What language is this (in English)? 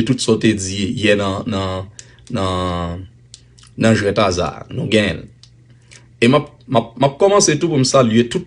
Haitian Creole